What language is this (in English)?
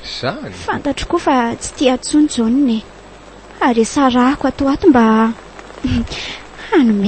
Malagasy